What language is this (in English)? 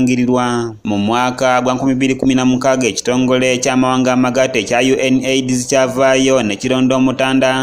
Ganda